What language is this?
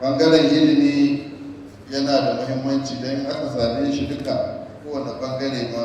Hausa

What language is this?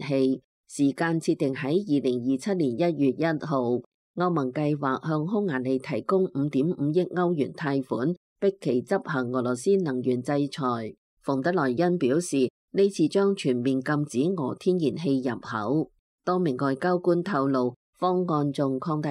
Cantonese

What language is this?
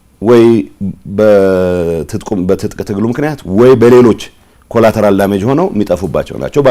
Amharic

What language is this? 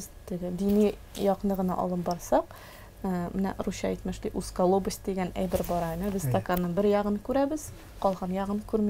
Tatar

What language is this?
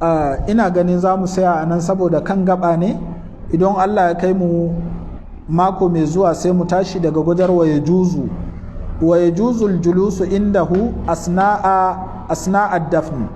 Hausa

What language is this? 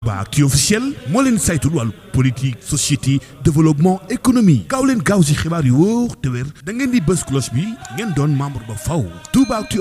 Wolof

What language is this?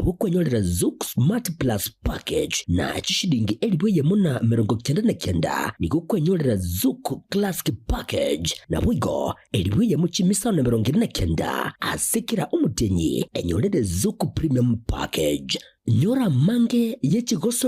Gusii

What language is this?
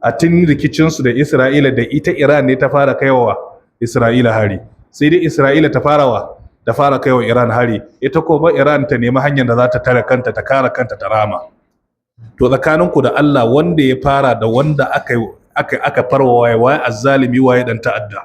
Hausa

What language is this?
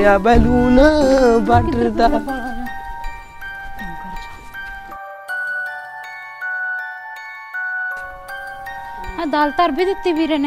Punjabi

